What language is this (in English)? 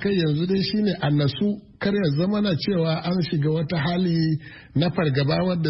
Hausa